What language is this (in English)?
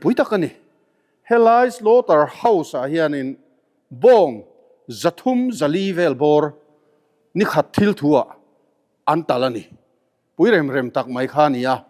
Mizo